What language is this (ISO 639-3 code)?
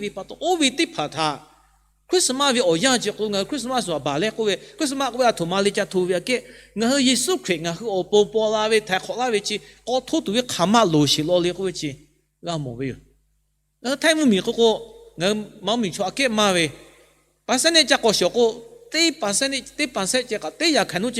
lhu